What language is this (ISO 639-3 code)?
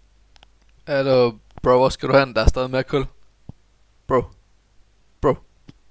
dan